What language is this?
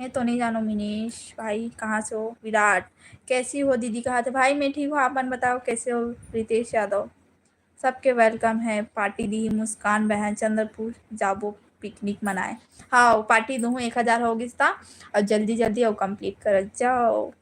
Chhattisgarhi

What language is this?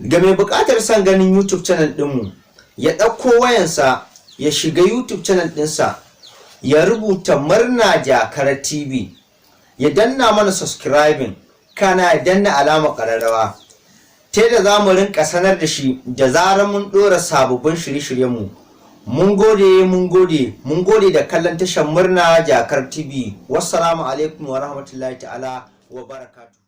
Hausa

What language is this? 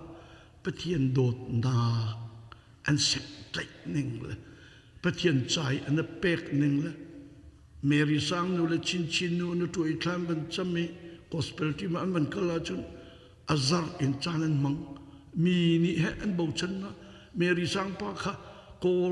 Hakha Chin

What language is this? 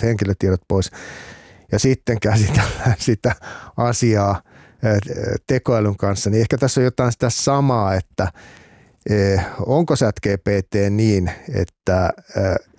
Finnish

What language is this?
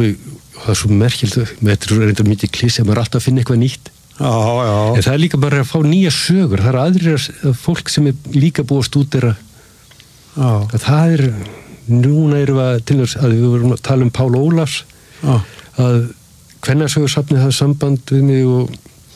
Icelandic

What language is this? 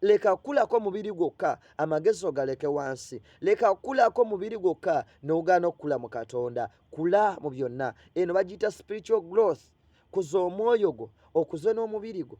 Ganda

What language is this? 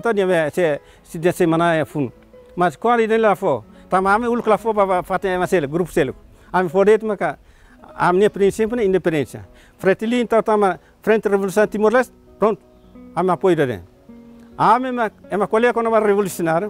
Tetum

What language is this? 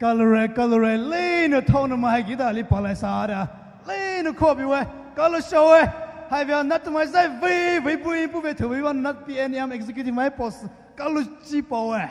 Poumei Naga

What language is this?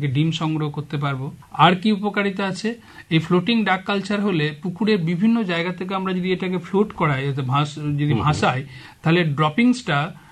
Bangla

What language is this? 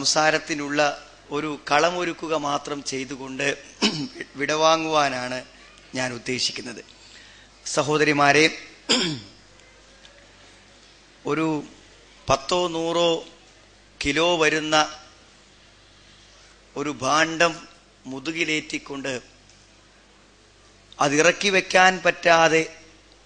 Malayalam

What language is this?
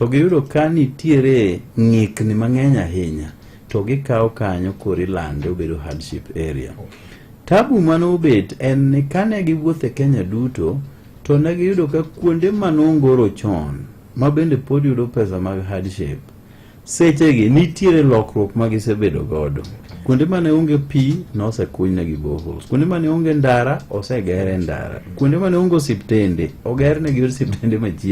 Luo (Kenya and Tanzania)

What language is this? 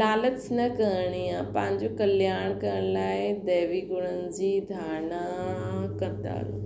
Sindhi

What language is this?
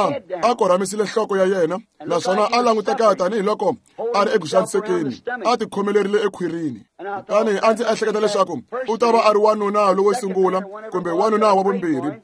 Tsonga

